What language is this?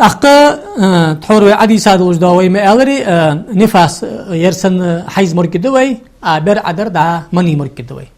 Ingush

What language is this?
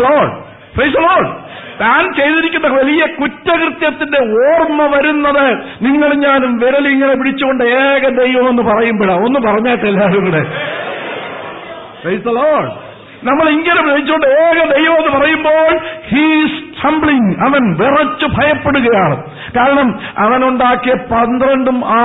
Malayalam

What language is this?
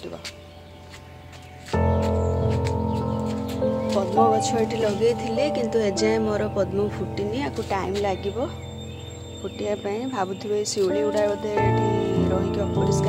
Odia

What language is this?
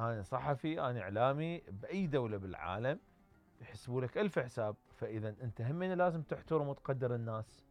Mesopotamian Arabic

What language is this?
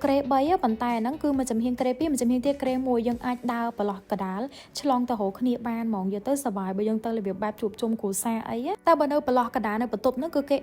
Khmer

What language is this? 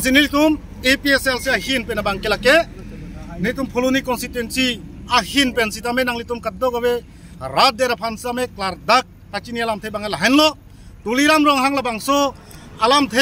Karbi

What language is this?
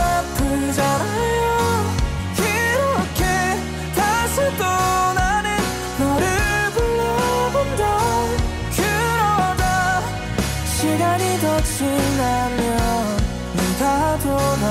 Korean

